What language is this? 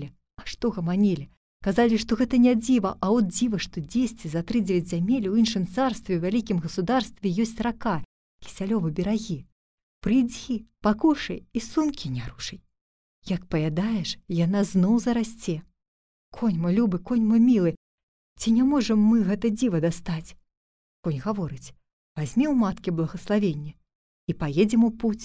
Belarusian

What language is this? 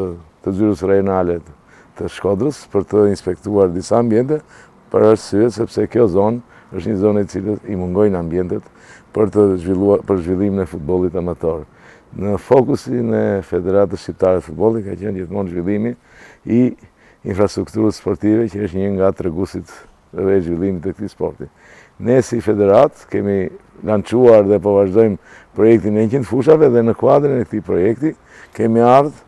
Albanian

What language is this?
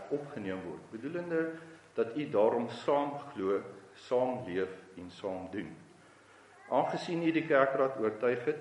Afrikaans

